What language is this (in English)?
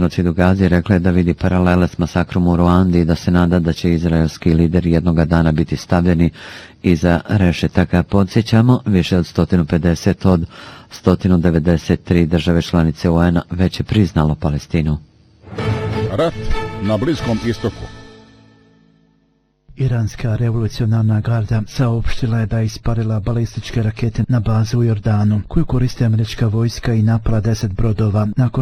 Bosnian